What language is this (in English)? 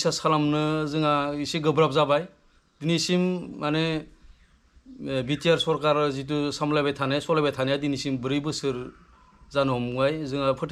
Bodo